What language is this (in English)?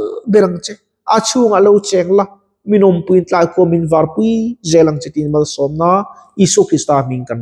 Mizo